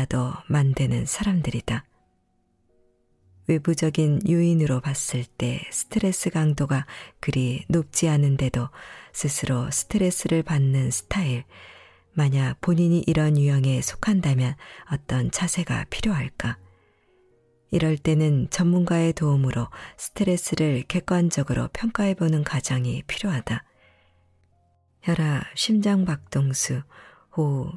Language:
Korean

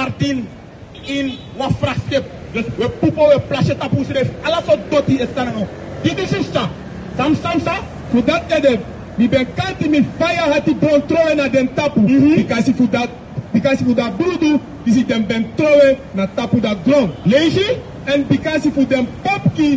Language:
Sranan Tongo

